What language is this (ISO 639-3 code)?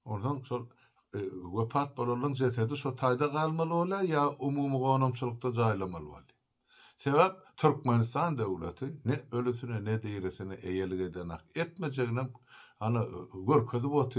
tuk